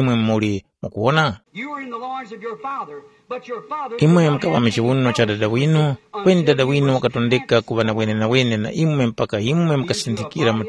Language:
Tumbuka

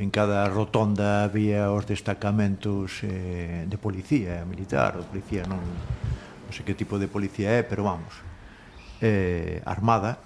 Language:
Galician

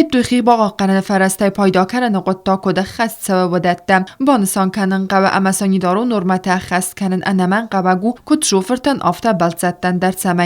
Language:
Ossetic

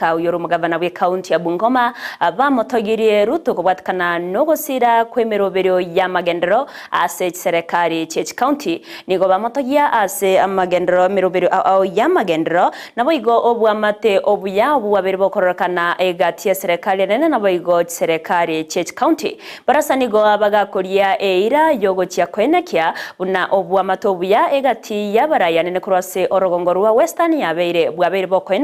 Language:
Gusii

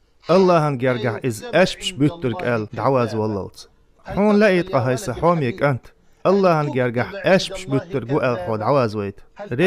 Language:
Chechen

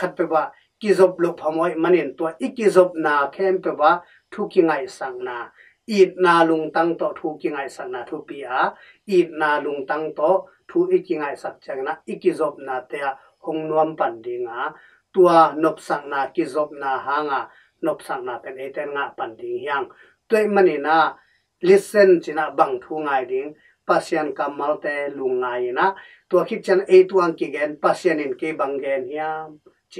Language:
Tedim Chin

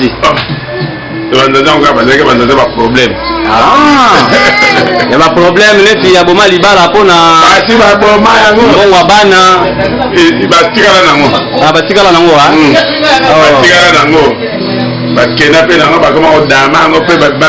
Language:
Lingala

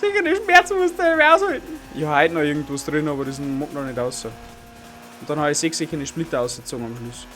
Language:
Bavarian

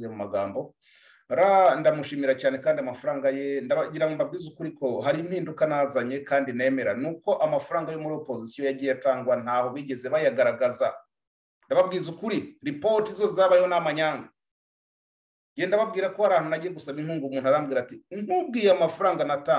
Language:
Kinyarwanda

